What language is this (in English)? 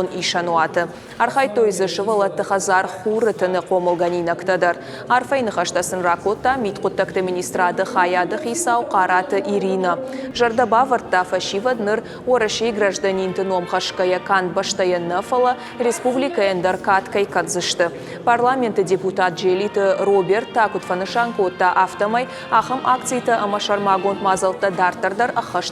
Ossetic